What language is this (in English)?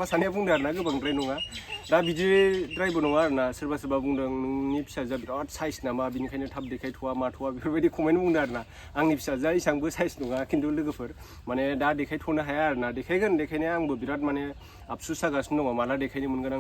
Bodo